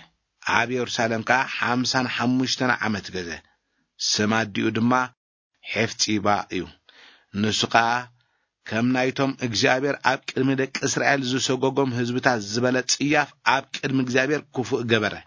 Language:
Tigrinya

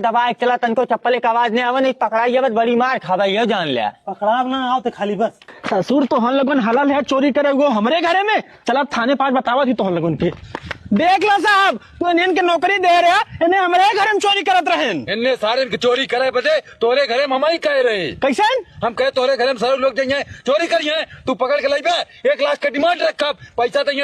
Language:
Awadhi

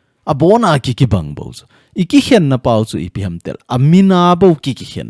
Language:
Thado Chin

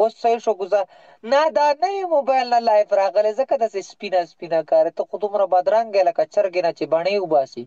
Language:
Pashto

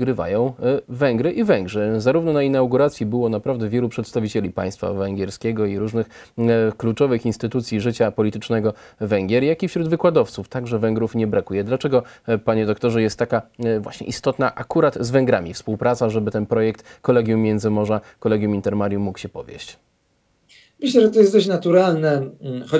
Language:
Polish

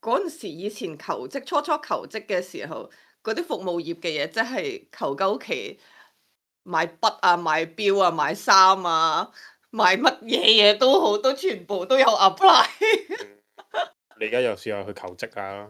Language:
Cantonese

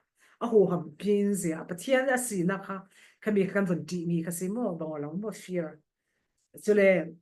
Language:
Falam Chin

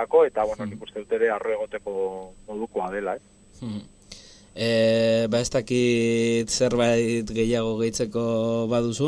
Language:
Basque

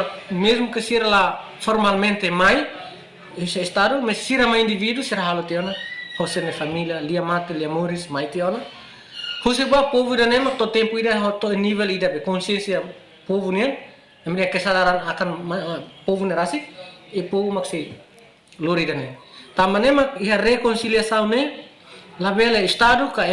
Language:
Tetum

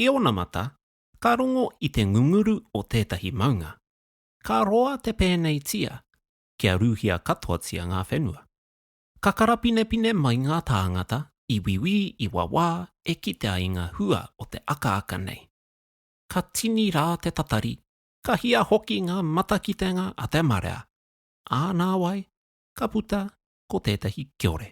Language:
Māori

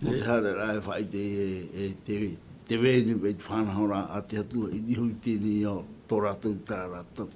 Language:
Tahitian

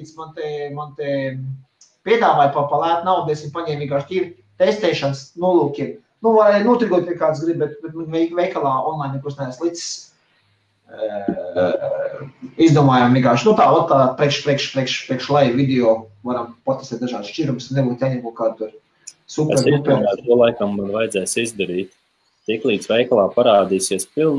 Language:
Latvian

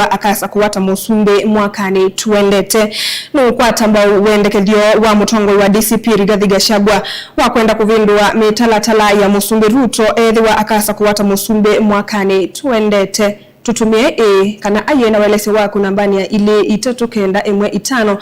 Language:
Kamba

